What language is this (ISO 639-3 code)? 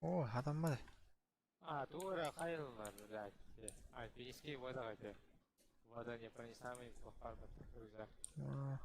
sah